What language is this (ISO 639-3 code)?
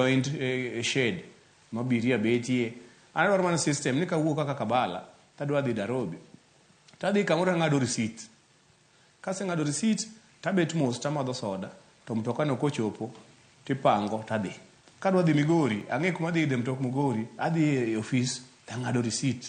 luo